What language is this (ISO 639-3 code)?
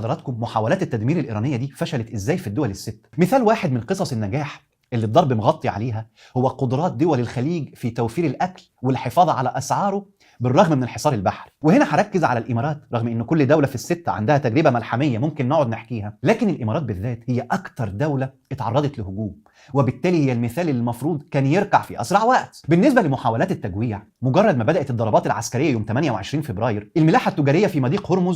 arz